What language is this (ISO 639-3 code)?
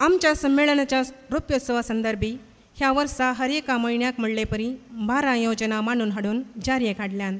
kok